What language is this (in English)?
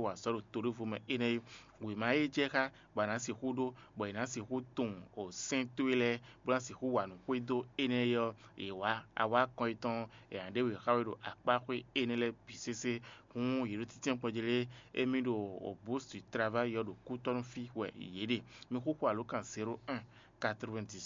Fon